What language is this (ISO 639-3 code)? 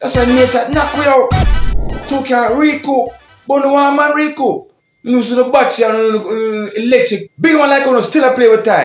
jam